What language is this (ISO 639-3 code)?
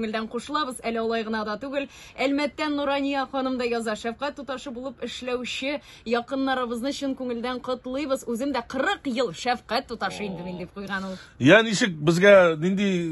tat